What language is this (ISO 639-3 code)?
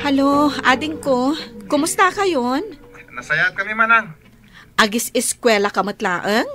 ilo